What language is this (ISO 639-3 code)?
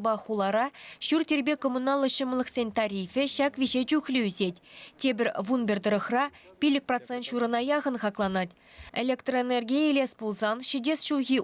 chv